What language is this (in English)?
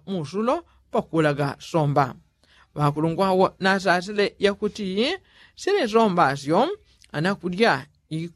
Yao